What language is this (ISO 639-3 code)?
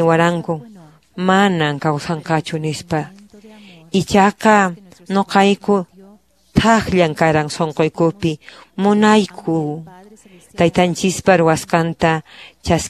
que